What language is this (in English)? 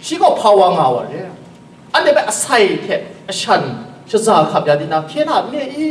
Kachin